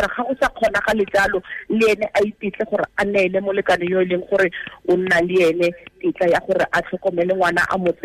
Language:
Tswana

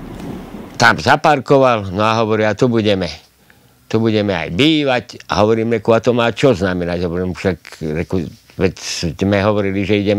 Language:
Slovak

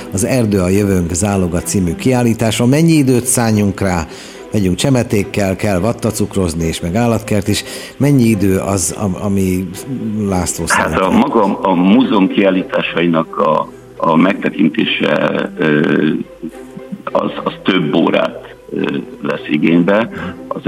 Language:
Hungarian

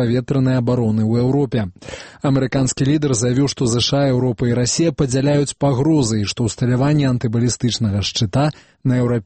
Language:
Belarusian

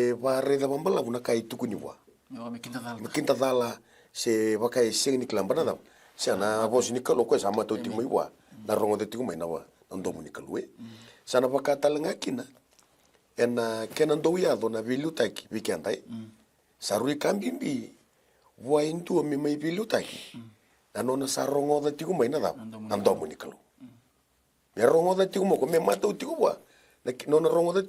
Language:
Fijian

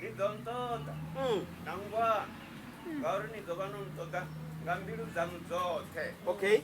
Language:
Venda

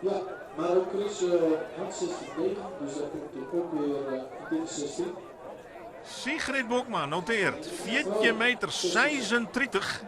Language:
Western Frisian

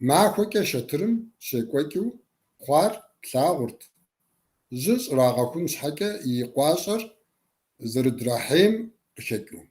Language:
Kabardian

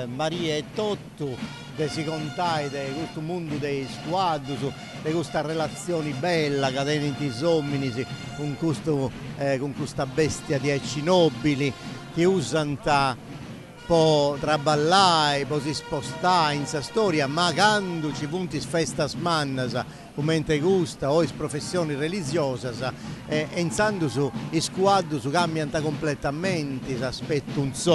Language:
Sardinian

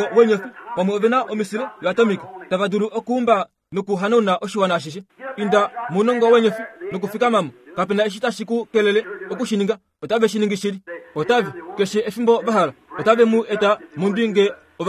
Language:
Kuanyama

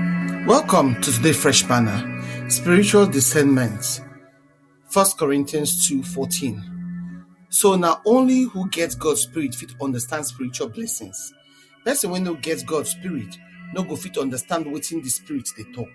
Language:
Nigerian Pidgin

